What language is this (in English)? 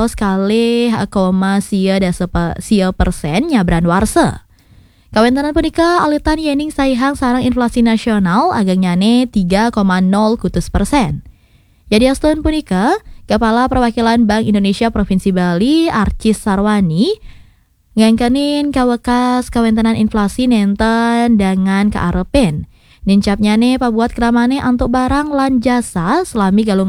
Balinese